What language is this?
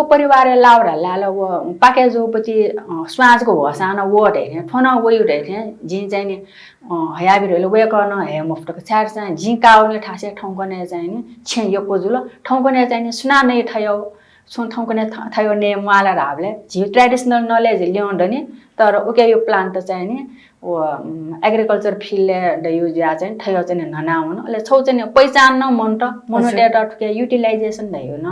Newari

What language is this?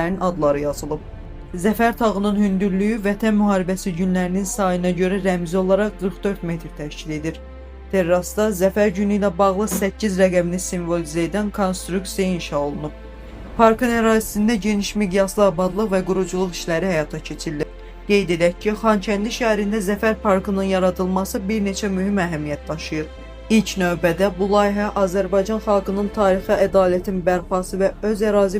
Azerbaijani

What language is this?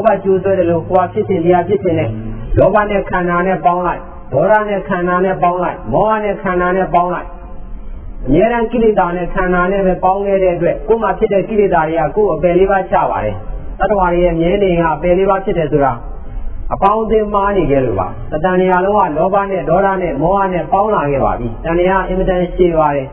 Burmese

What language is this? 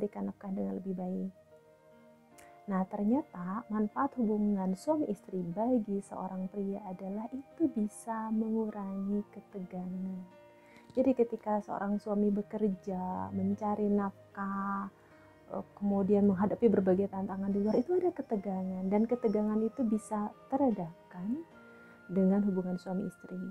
Indonesian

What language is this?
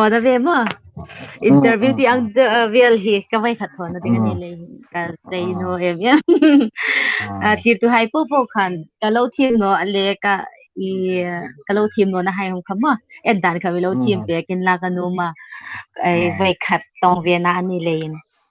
Hmar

